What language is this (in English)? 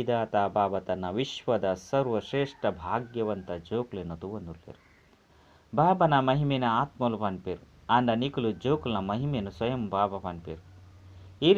Tulu